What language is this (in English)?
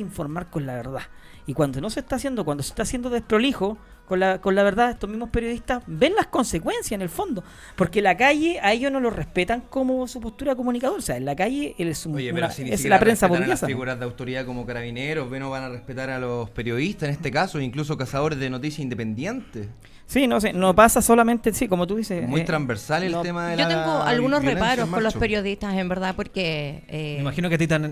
Spanish